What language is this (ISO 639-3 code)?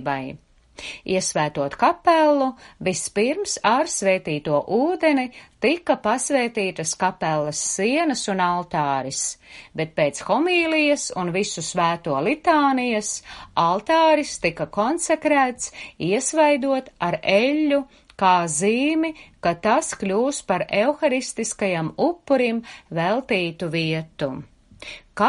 lav